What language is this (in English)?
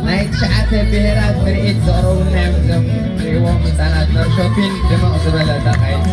Tigrinya